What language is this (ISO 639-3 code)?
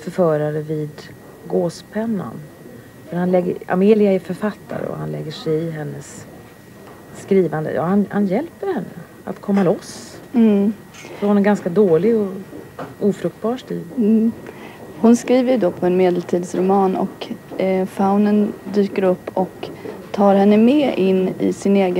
swe